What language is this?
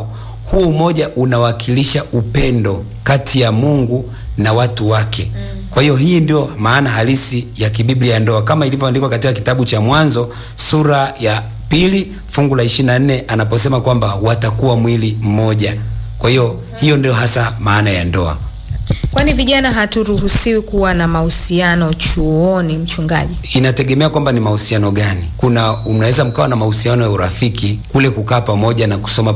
Swahili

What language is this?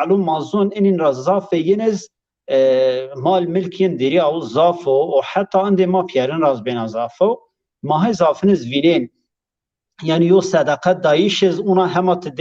Zaza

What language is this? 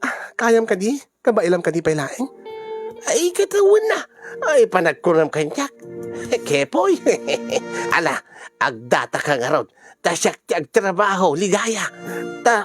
Iloko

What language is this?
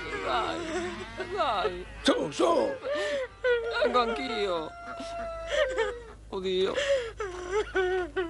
Italian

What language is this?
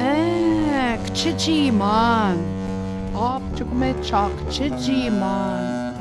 Central Ojibwa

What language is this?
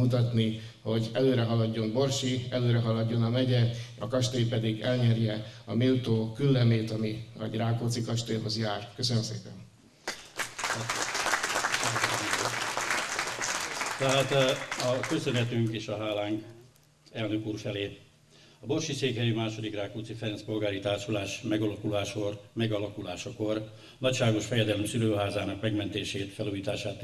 Hungarian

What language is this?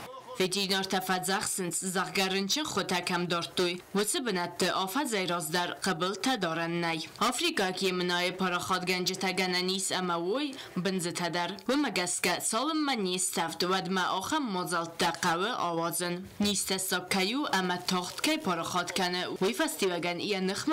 Ossetic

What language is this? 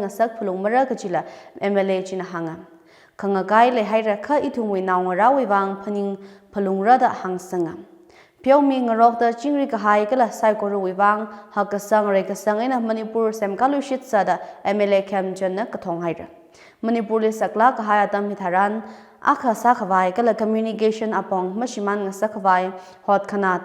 Tangkhul Naga (India)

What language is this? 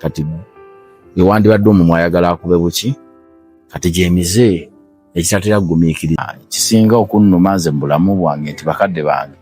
Ganda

